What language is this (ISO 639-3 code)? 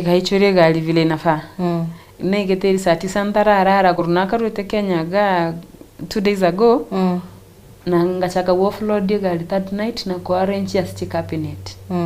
guz